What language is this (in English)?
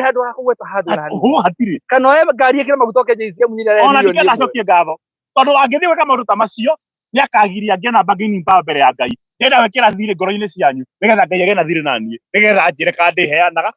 Kikuyu